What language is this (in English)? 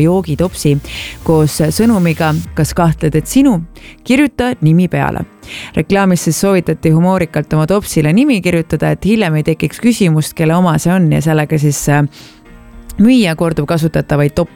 Estonian